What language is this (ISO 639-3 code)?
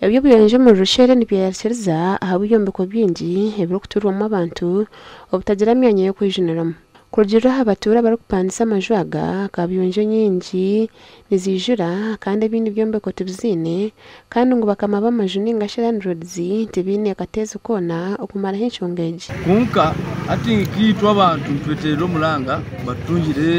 nyn